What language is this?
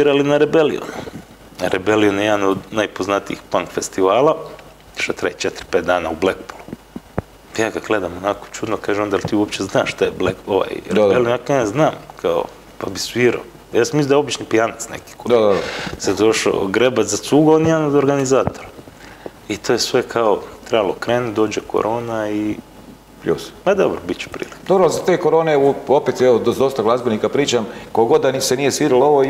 Croatian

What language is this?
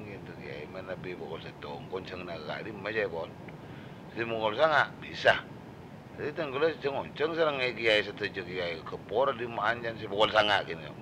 Madurese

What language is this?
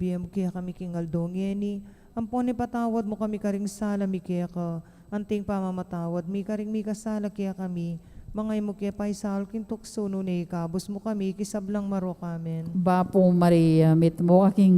Pampanga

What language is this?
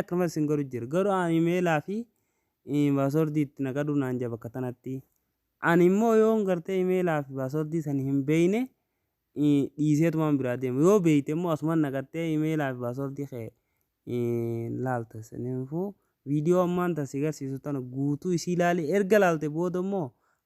Oromo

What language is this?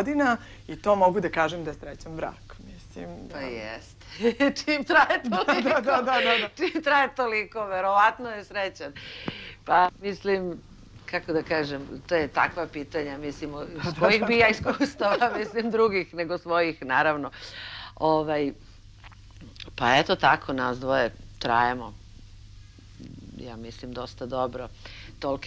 Serbian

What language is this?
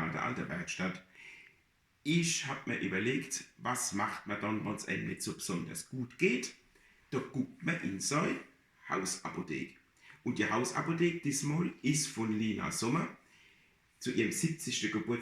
Palatine German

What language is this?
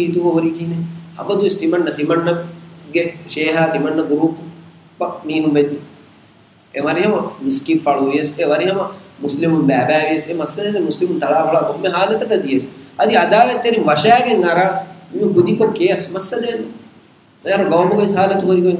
Divehi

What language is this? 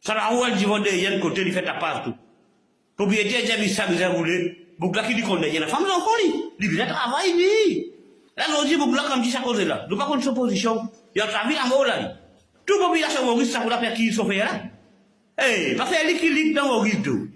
Morisyen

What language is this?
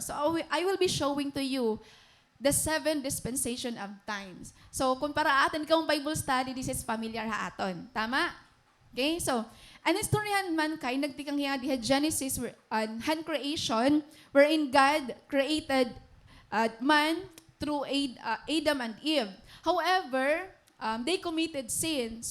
Waray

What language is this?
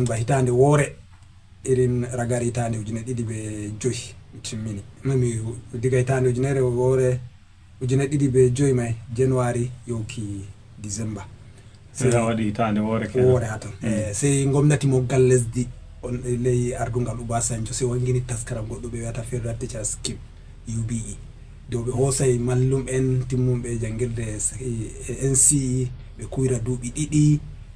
Fula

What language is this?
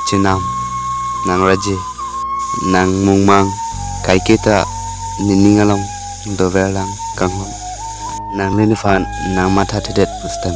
Karbi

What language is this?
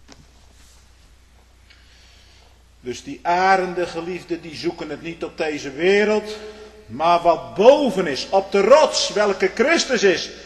Dutch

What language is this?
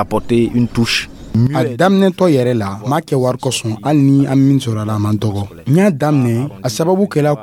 Dyula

